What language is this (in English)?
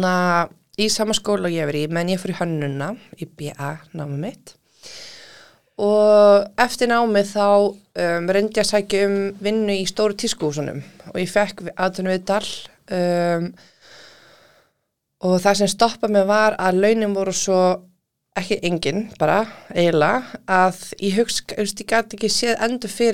Icelandic